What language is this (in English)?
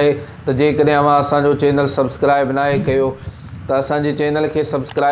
Sindhi